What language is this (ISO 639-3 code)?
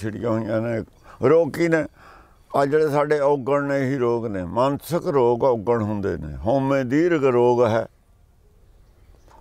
pan